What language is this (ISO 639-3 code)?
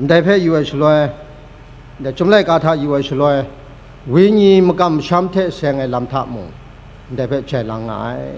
kac